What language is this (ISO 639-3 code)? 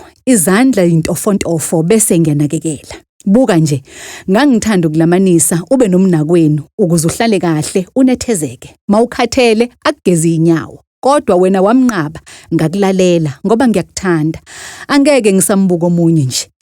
zul